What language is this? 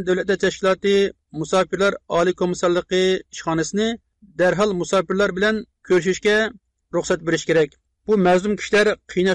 Uyghur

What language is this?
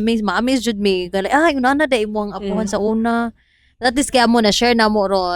Cebuano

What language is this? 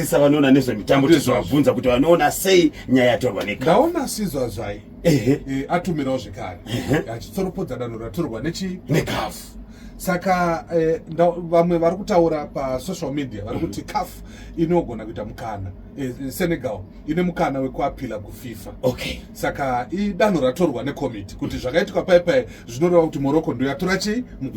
Shona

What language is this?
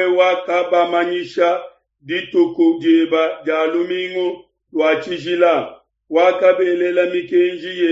Luba-Lulua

